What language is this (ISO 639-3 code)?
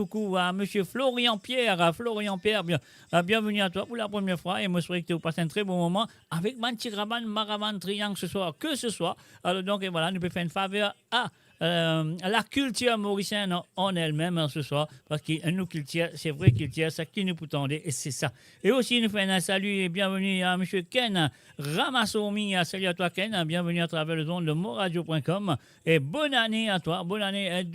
mfe